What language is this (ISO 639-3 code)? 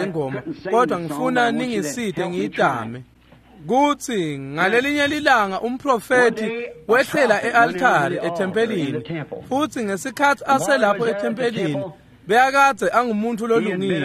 ssw